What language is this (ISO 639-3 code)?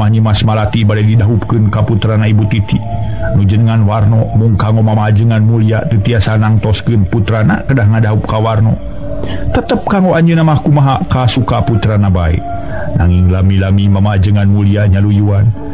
sun